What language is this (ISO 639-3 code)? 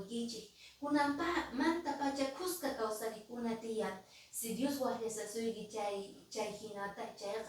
que